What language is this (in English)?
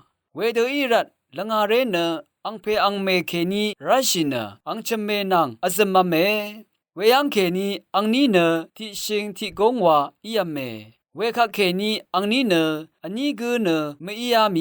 Rawang